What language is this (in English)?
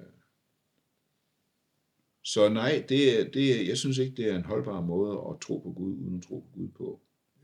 Danish